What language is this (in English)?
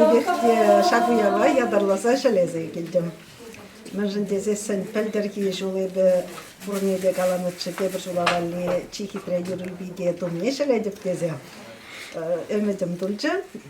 Chuvash